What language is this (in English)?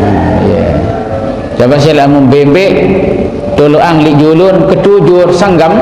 Sasak